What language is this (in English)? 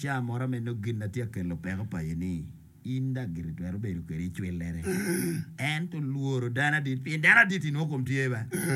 Acoli